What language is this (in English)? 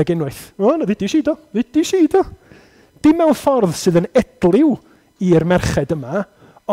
Welsh